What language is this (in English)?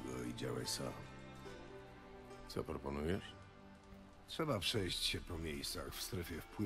Polish